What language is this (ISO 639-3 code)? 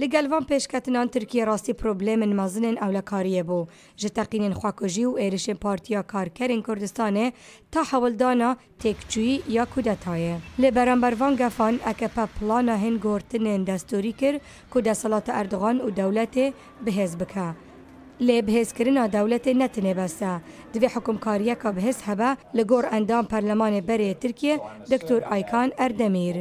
kur